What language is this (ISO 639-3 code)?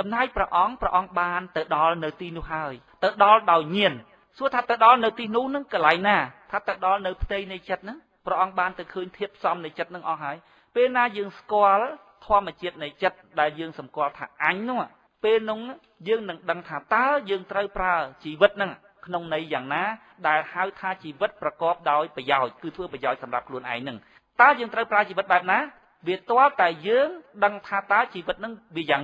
khm